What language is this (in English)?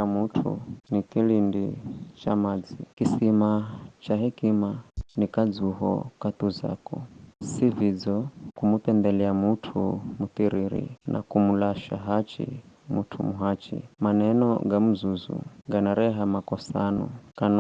Giryama